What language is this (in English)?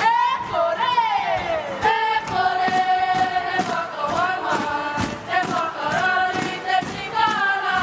Māori